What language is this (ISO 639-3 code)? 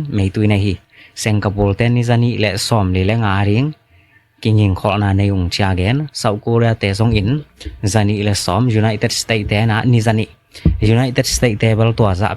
ctd